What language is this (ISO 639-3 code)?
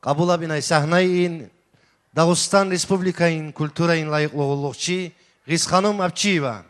tab